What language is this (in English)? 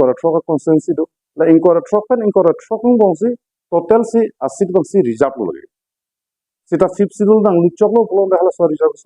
Karbi